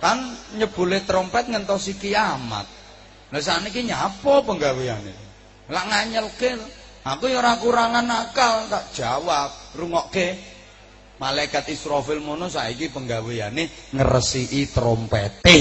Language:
Javanese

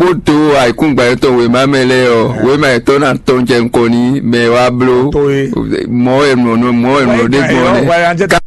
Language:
Fon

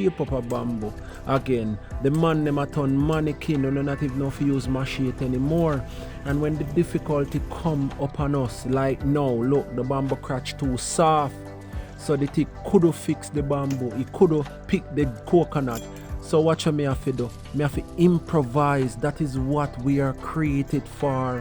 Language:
Jamaican Creole English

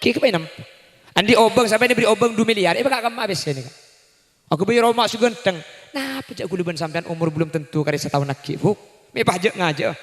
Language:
Madurese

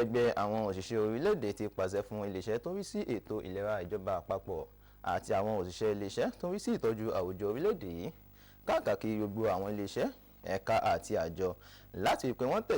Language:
Yoruba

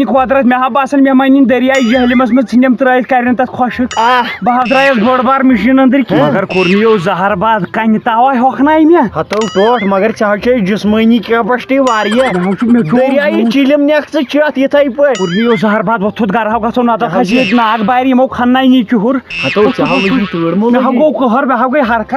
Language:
Kashmiri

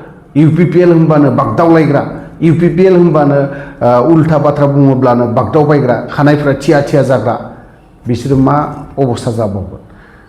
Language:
Bodo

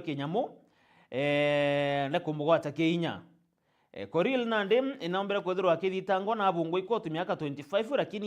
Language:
Meru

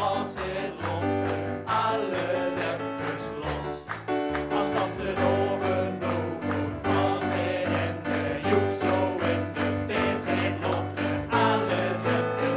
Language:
Limburgish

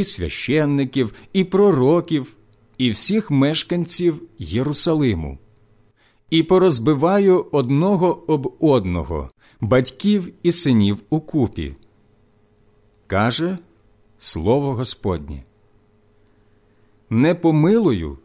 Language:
Ukrainian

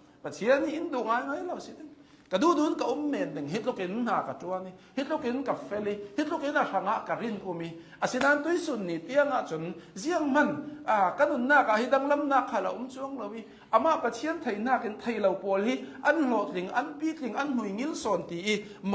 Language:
Hakha Chin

